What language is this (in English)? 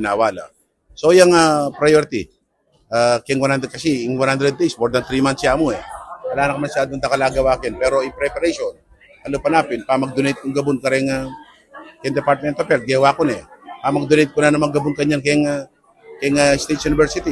Pampanga